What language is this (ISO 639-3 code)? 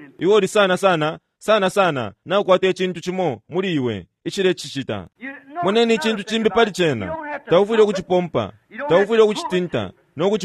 bem